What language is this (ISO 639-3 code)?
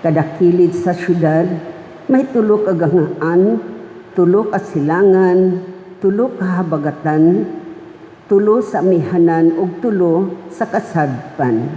ceb